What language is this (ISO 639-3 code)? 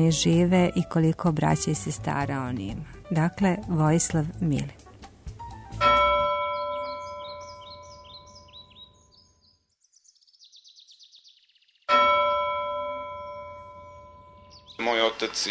srp